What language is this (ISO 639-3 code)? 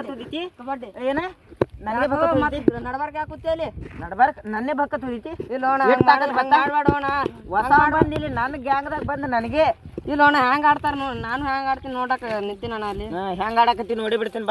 kan